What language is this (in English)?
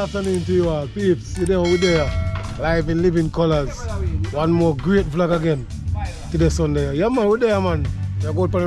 Jamaican Creole English